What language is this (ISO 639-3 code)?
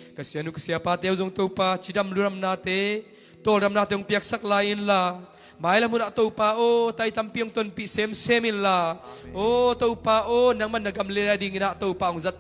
ctd